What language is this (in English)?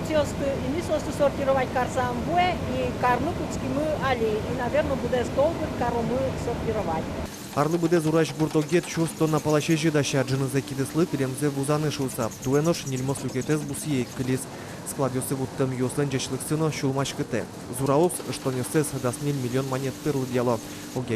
Udmurt